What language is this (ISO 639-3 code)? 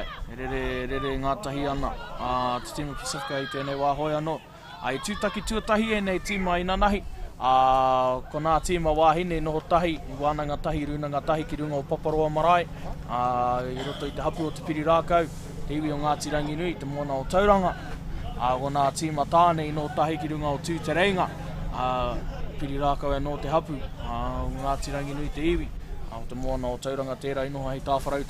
mri